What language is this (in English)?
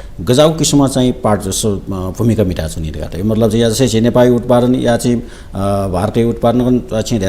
Newari